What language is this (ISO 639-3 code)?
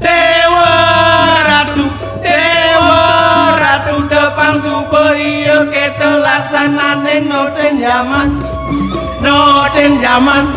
ban